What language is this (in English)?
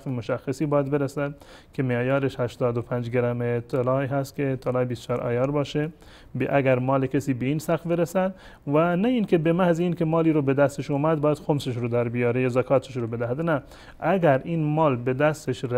Persian